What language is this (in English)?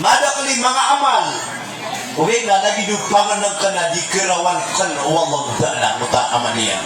Maranao